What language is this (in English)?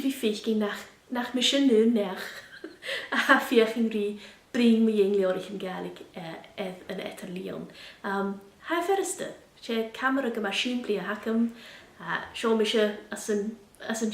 Scottish Gaelic